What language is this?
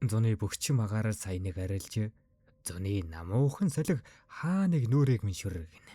Mongolian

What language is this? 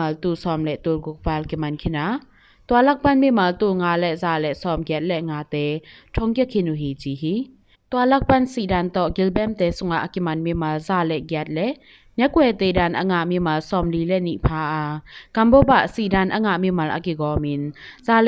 Tedim Chin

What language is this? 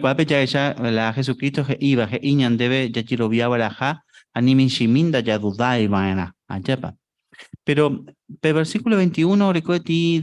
Guarani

